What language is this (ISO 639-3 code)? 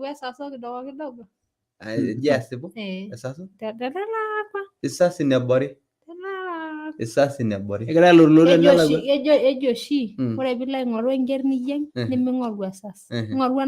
mas